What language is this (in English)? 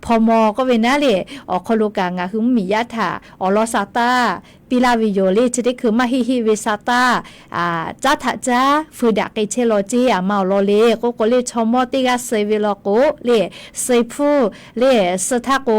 Lahu